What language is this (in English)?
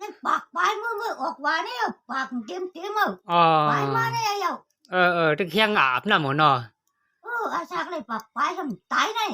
Shan